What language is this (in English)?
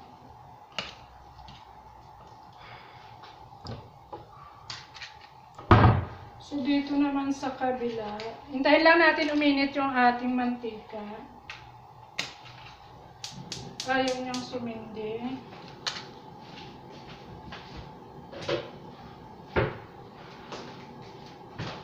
Filipino